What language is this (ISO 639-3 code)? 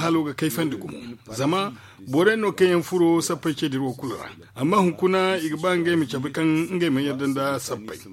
dje